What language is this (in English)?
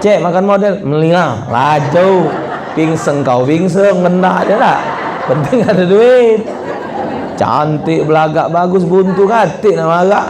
Musi